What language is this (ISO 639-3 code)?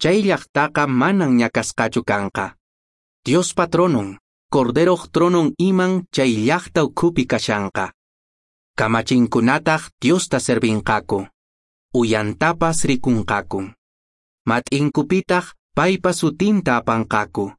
que